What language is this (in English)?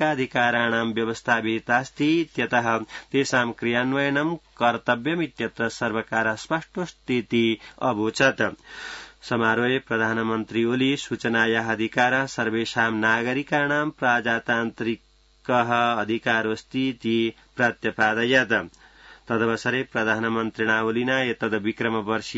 Sanskrit